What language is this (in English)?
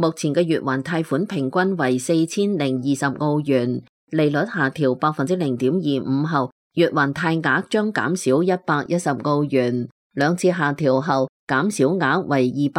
Cantonese